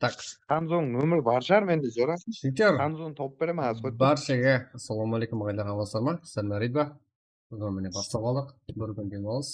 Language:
Kara-Kalpak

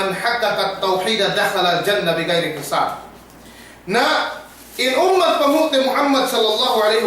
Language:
Yakan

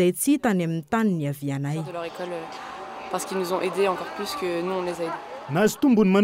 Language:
Malagasy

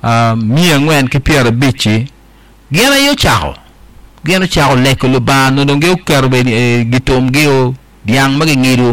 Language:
Acoli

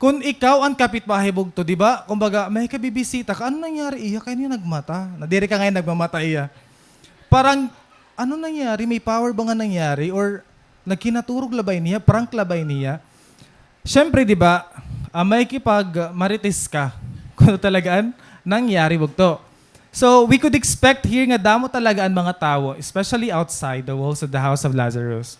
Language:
Waray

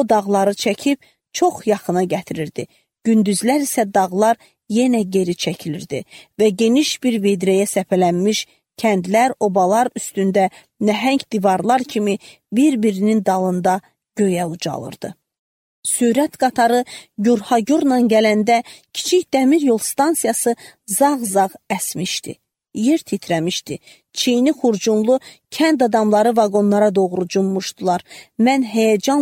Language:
Azerbaijani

